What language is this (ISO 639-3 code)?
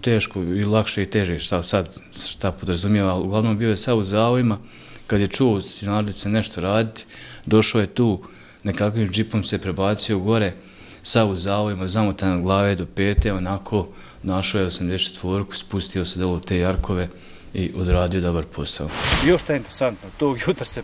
bos